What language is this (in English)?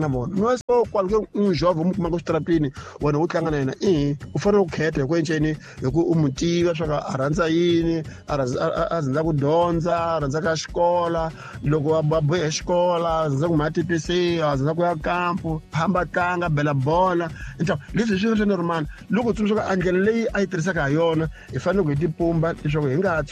Tsonga